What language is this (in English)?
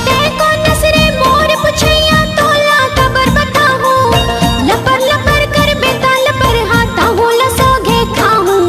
Chhattisgarhi